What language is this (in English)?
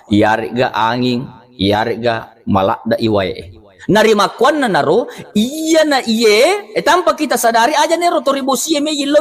Buginese